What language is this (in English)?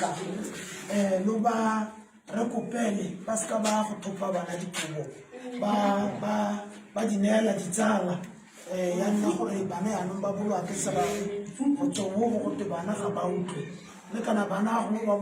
Tswana